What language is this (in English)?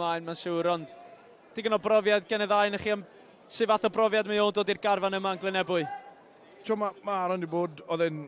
Welsh